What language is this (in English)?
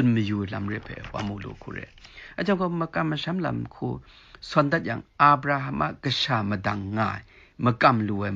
Kachin